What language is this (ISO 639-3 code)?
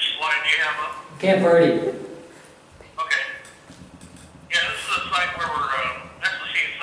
eng